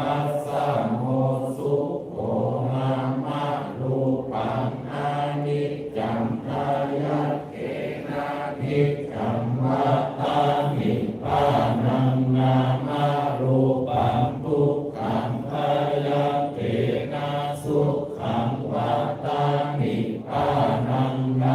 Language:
Pali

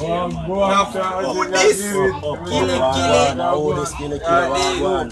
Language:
Jamaican Creole English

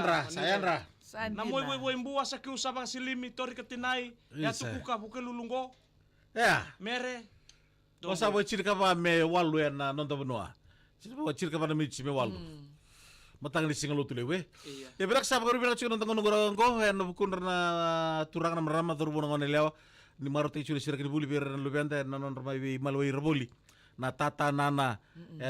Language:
Fijian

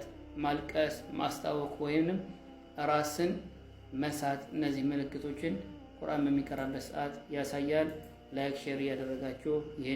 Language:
Amharic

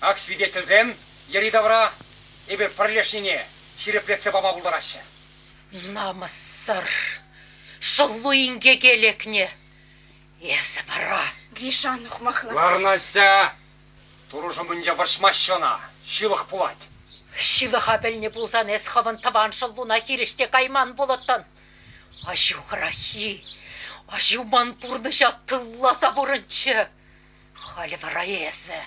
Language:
Chuvash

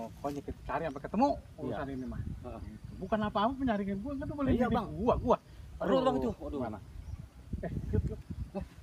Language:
Betawi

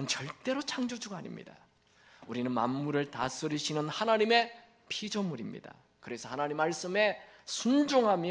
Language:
Korean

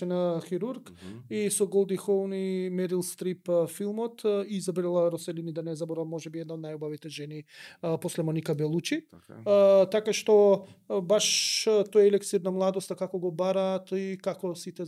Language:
Macedonian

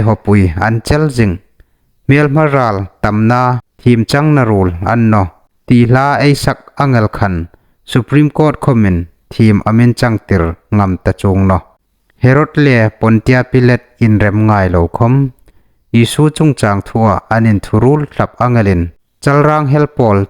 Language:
Hmar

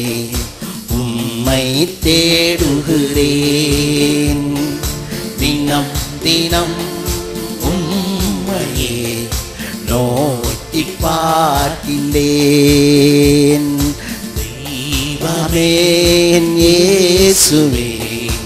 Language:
Tamil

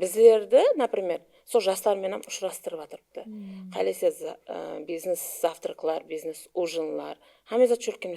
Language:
Kara-Kalpak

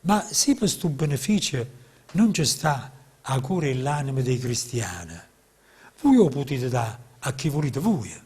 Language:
Neapolitan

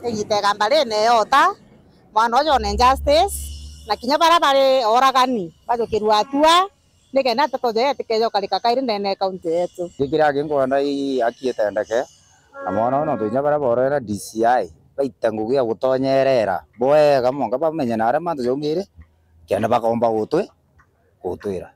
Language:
Meru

